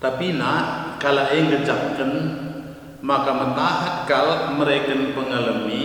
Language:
Batak Karo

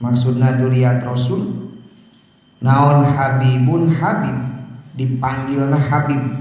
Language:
Sundanese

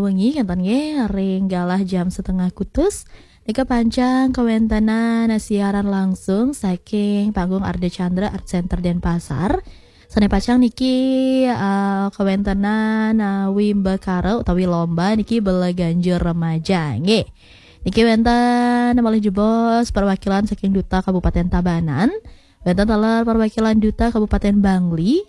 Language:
Balinese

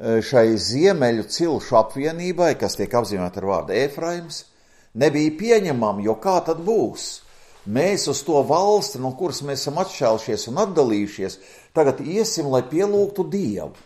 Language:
Latvian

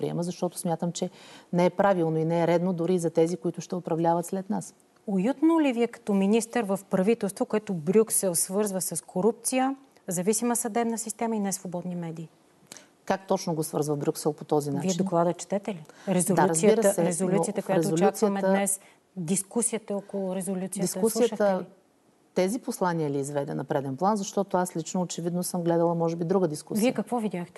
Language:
Bulgarian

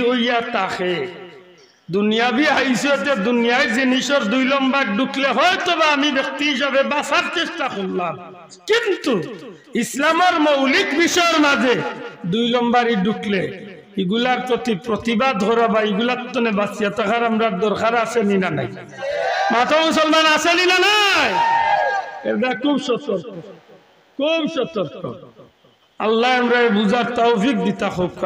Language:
Sylheti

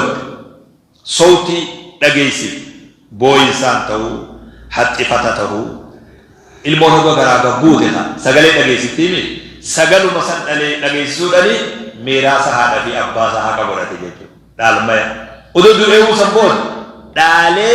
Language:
Oromo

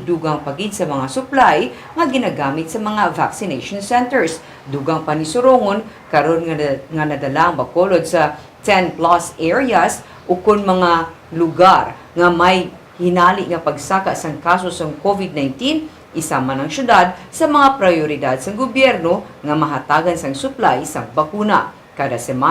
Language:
Hiligaynon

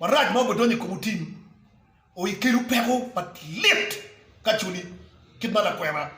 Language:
Acoli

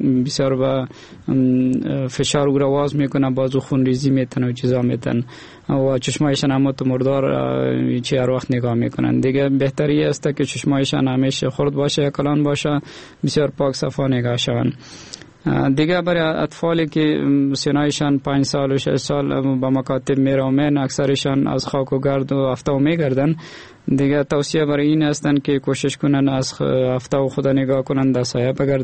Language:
Persian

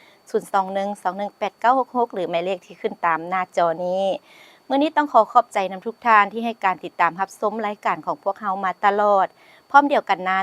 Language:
Lao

